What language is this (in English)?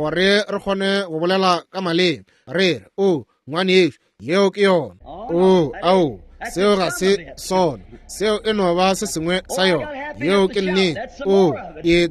Northern Sotho